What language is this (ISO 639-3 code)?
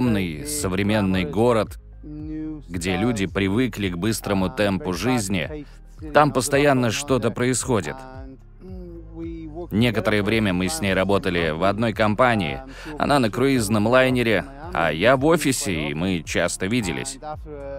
rus